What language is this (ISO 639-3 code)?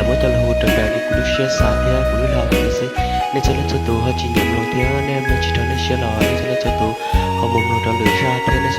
hmn